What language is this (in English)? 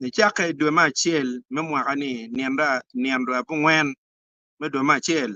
Acoli